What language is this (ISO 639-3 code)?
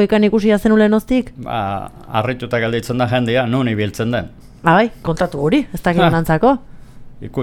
eus